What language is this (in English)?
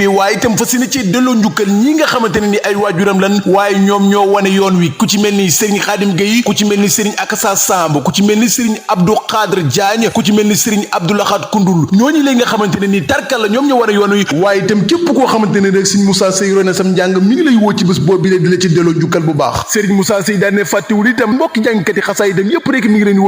Wolof